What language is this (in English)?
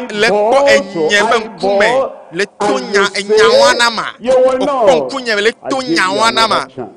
Ewe